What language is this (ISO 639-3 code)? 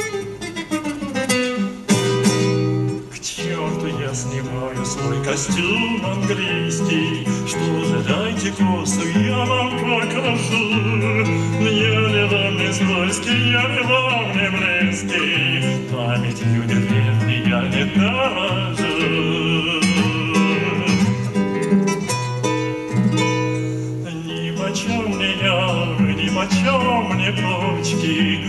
rus